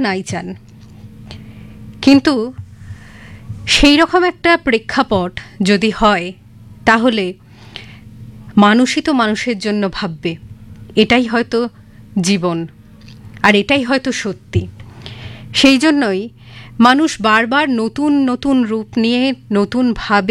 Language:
Bangla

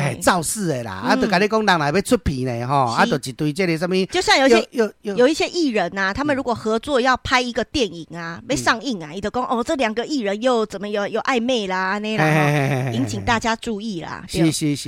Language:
Min Nan Chinese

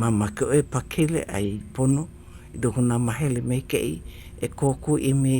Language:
Hawaiian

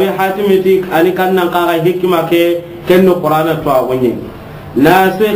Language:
Soninke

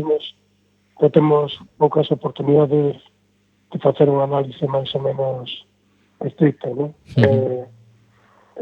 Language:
Galician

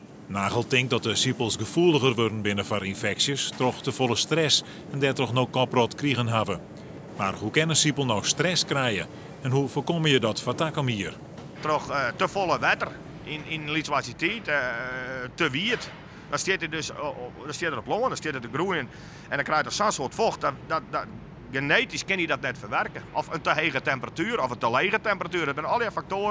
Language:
Western Frisian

